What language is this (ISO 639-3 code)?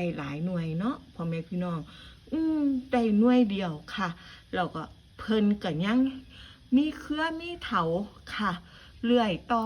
tts